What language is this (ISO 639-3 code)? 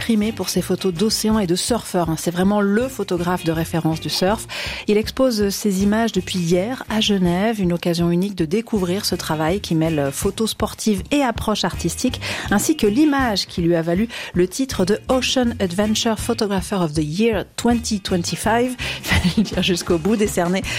fra